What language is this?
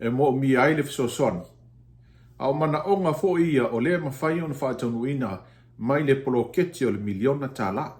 Samoan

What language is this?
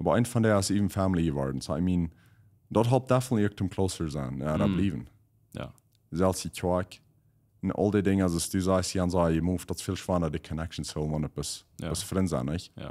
Plautdietsch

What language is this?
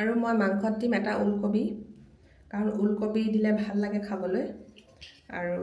Assamese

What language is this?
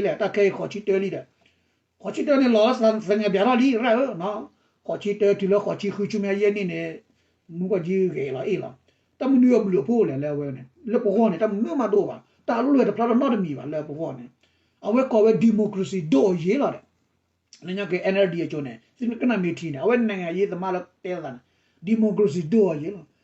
S'gaw Karen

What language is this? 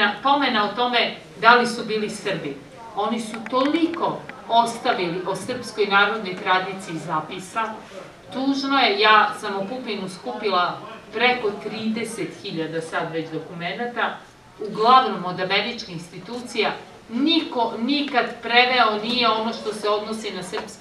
Serbian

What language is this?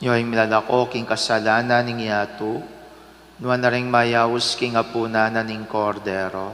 Pampanga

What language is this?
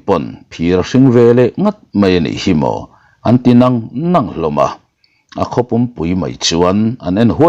Mizo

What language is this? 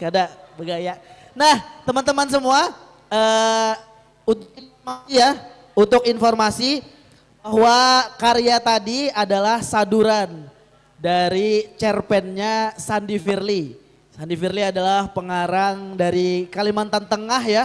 Banjar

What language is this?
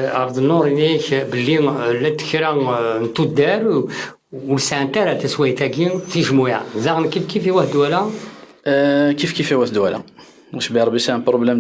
Kabyle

